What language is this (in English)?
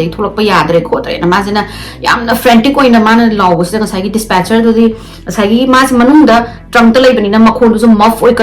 Manipuri